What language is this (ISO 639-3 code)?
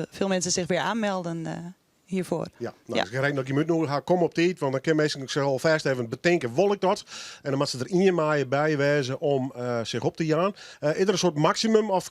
fry